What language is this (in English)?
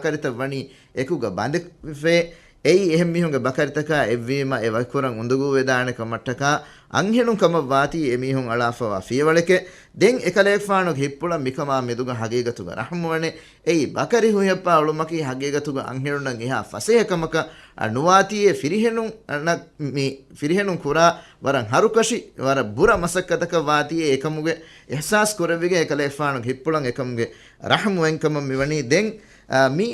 Divehi